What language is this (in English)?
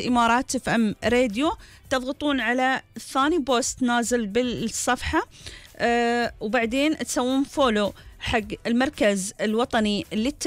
Gulf Arabic